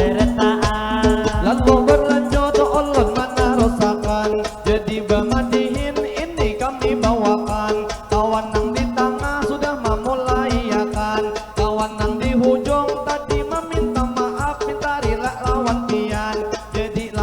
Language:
Banjar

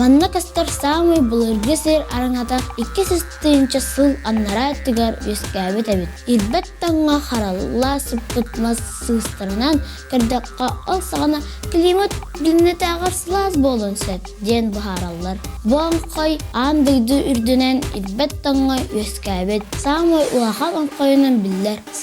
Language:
Yakut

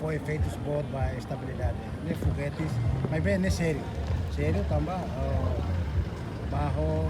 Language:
Tetum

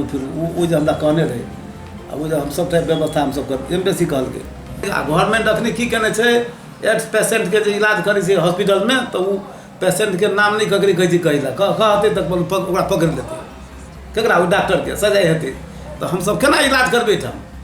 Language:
Maithili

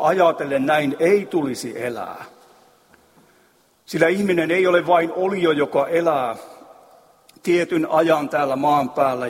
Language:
Finnish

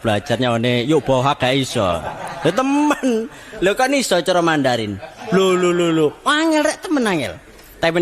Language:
Javanese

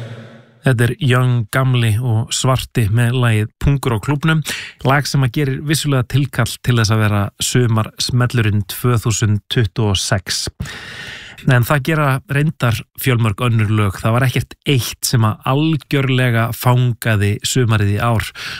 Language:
Icelandic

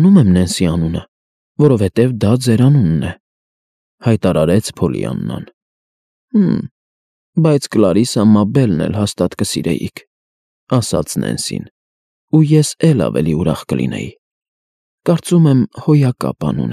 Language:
Armenian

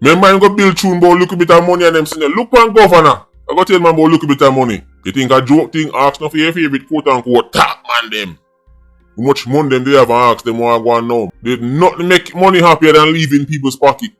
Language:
Jamaican Creole English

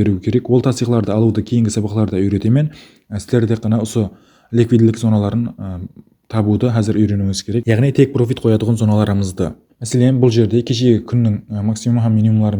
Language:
Kara-Kalpak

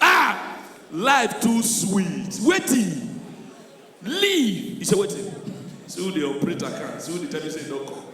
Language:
Nigerian Pidgin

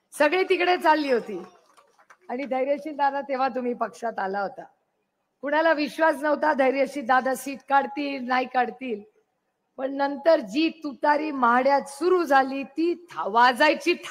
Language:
Marathi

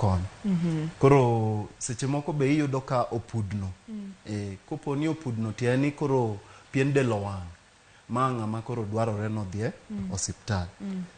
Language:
Luo (Kenya and Tanzania)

